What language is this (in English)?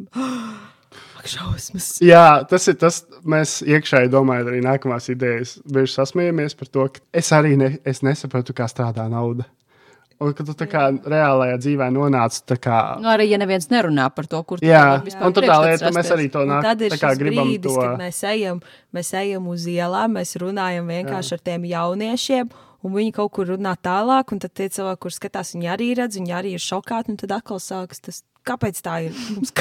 Latvian